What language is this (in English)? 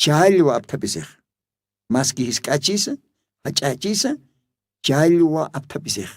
Aymara